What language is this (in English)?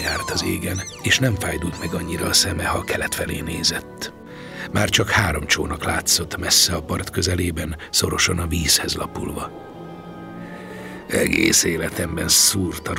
Hungarian